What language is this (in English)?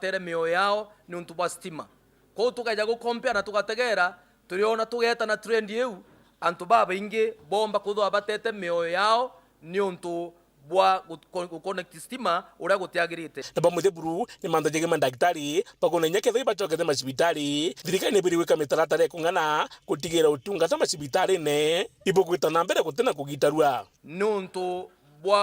Meru